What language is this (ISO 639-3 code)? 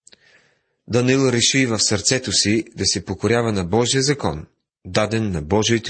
bul